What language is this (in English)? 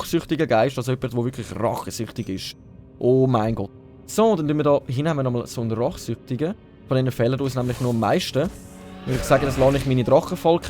Swiss German